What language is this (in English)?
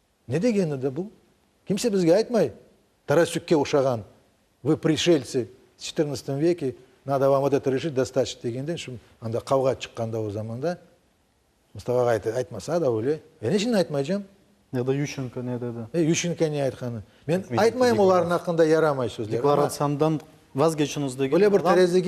Crimean Tatar